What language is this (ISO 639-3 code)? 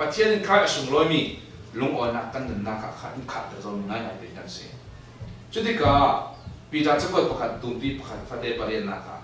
cfm